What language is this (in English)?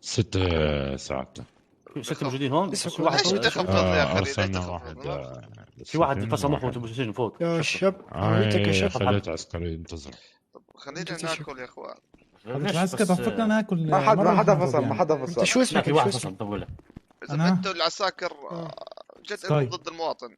North Levantine Arabic